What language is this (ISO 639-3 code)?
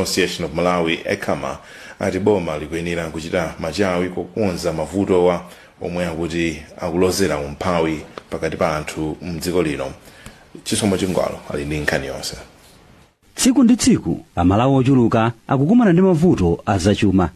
nya